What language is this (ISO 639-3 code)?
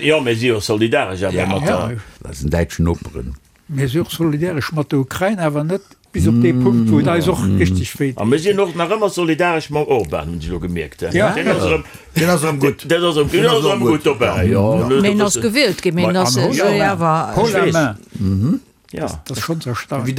ltz